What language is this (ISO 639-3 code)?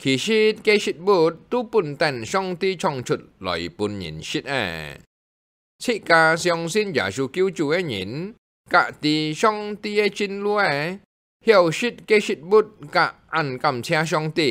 hak